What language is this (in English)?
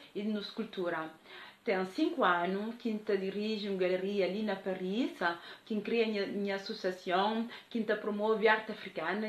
Kabuverdianu